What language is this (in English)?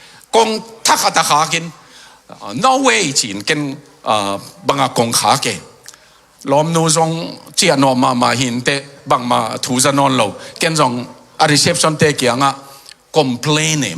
Tedim Chin